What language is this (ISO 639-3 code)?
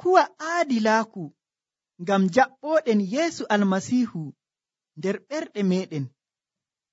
fuv